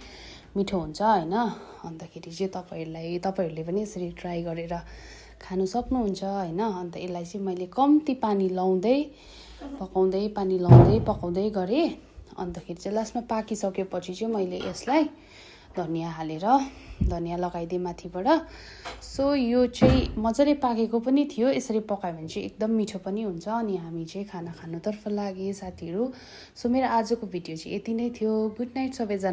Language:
Nepali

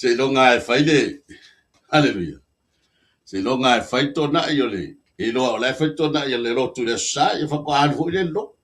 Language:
Samoan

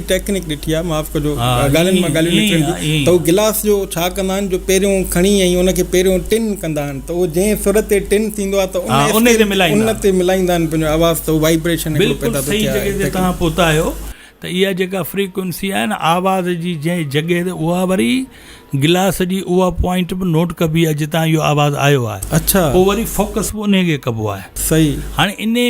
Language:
Sindhi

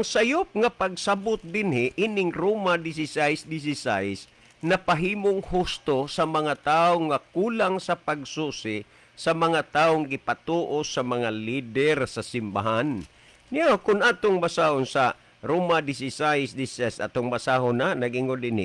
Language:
Cebuano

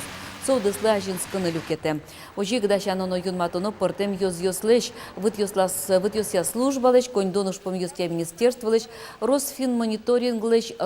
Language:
Udmurt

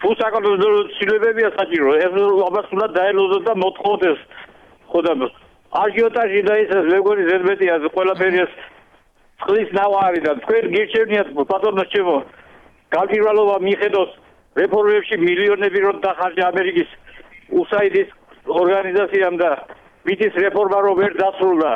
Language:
Georgian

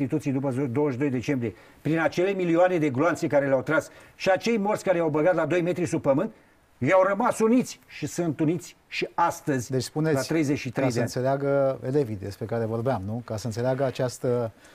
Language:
Romanian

